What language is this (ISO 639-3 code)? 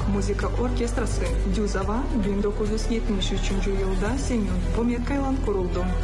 gag